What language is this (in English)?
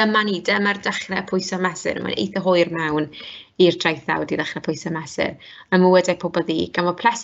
Welsh